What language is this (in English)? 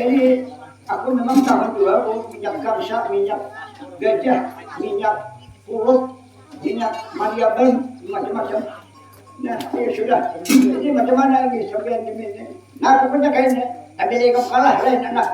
Banjar